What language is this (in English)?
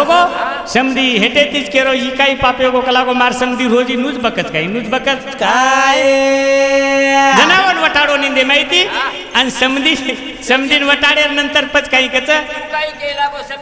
Lambadi